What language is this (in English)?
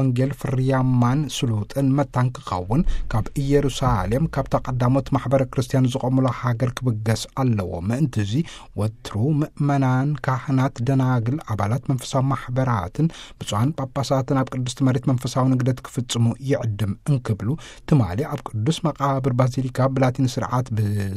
Tigrinya